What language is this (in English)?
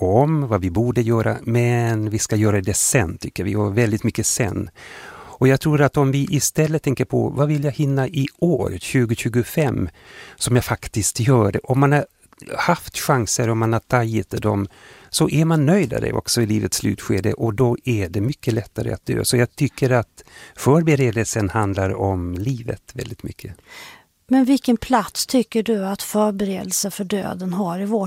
Swedish